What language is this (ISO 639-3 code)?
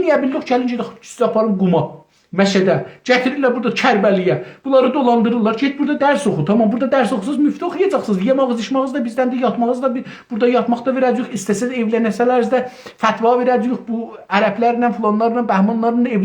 azb